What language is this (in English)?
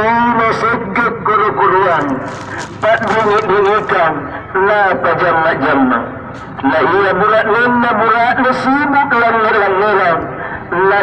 Makasar